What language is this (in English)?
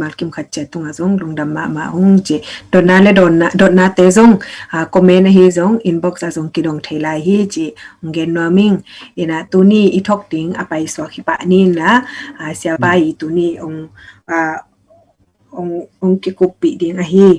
Tedim Chin